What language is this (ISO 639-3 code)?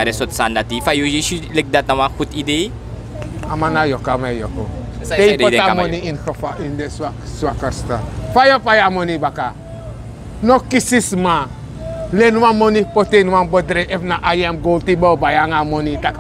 srn